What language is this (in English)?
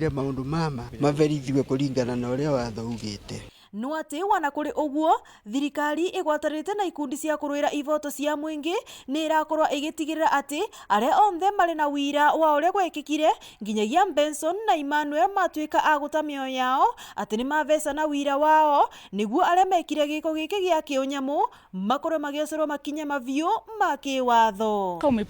Meru